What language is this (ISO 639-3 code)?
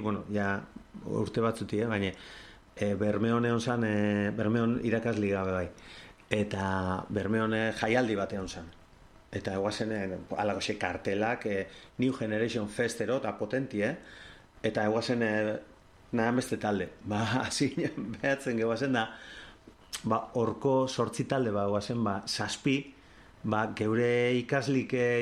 eus